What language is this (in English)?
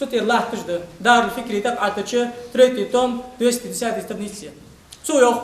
Ingush